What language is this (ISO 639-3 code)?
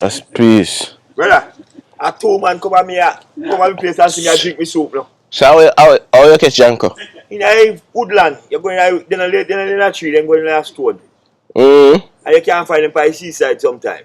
jam